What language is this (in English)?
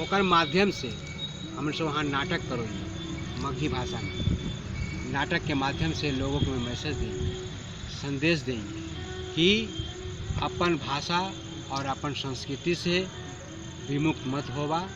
Magahi